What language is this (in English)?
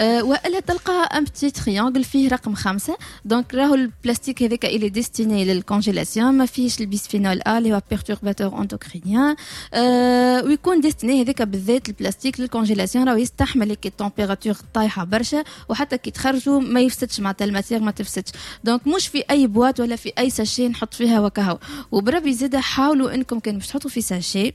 Tunisian Arabic